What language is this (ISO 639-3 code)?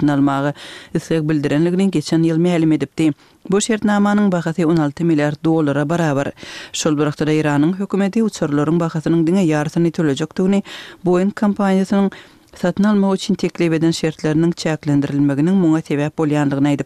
tuk